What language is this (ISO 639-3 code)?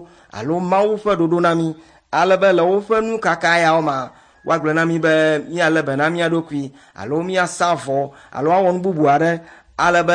ewe